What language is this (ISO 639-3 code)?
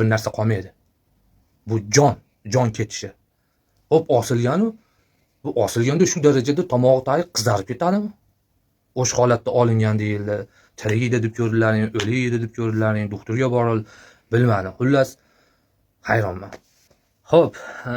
uzb